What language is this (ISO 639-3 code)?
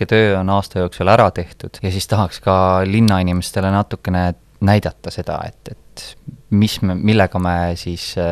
est